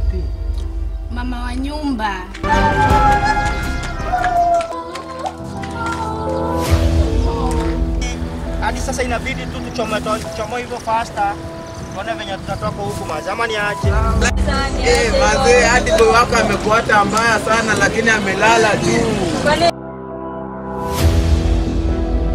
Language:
Swahili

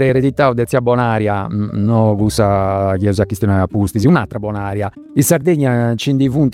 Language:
Italian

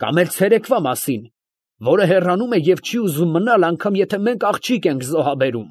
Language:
Armenian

